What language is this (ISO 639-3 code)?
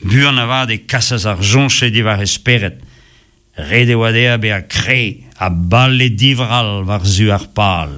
bre